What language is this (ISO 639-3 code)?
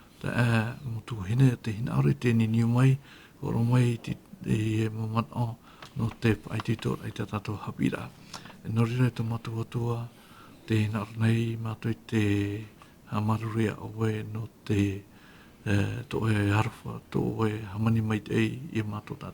tah